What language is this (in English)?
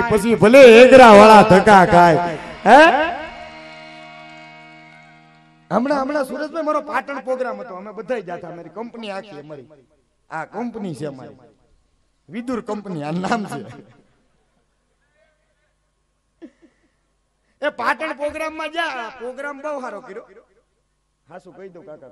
Gujarati